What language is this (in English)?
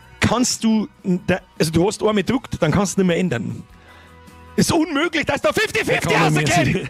Bavarian